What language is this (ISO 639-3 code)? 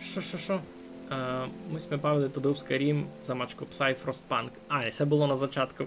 rue